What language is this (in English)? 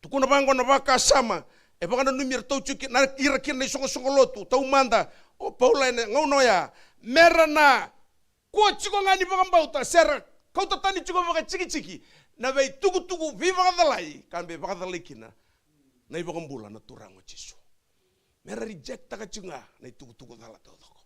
Fijian